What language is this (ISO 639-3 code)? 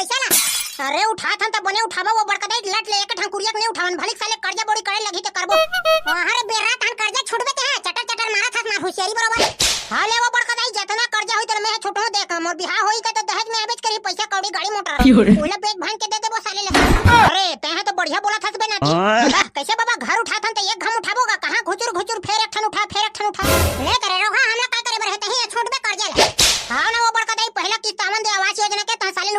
hne